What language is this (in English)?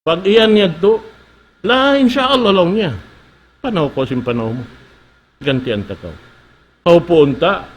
Tausug